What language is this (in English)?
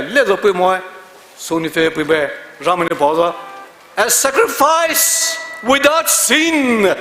Poumei Naga